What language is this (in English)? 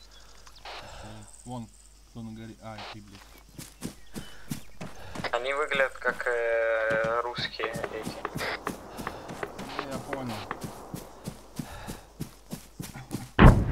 Russian